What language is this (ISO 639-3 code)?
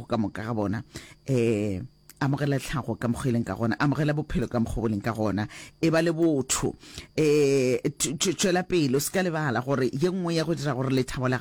nso